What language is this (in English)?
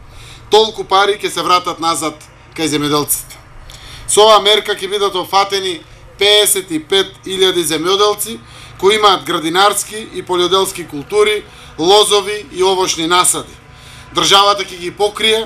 Macedonian